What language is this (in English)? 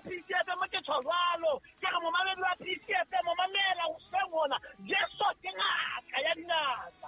Southern Sotho